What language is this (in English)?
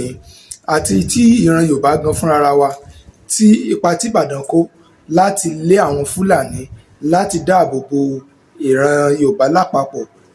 Yoruba